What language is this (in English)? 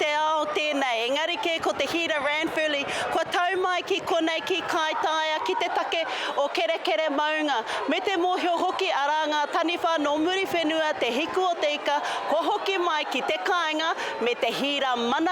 Māori